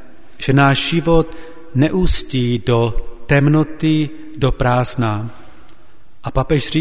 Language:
Czech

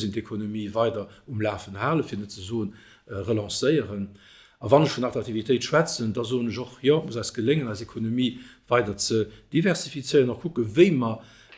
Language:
Luxembourgish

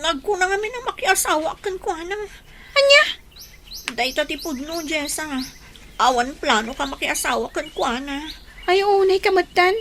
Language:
Iloko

